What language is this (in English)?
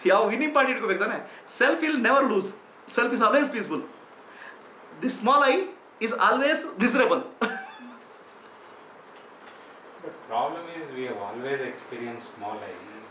Kannada